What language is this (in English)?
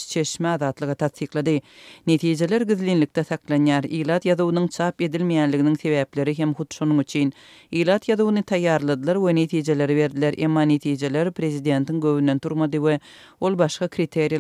Turkmen